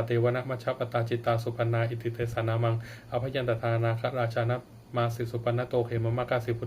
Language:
Pali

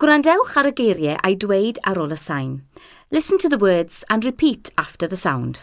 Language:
Welsh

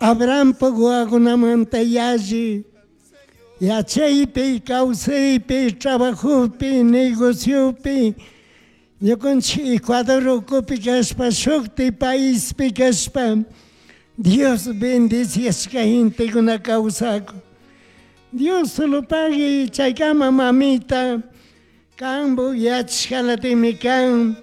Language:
Chimborazo Highland Quichua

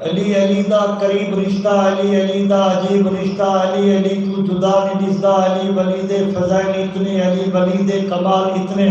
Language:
Saraiki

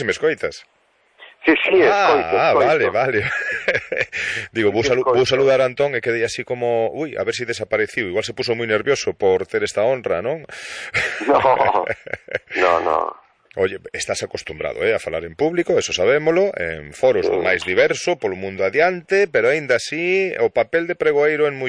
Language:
Galician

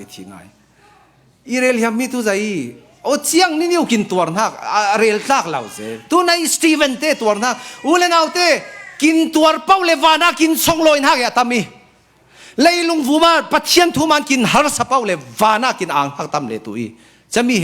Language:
Falam Chin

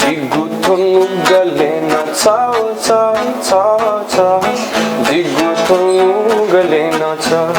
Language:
Newari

